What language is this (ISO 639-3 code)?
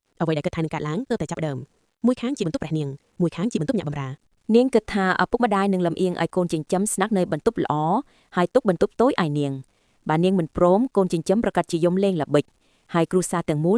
khm